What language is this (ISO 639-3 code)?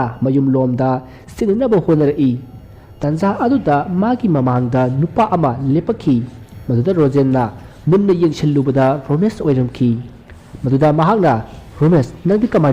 mni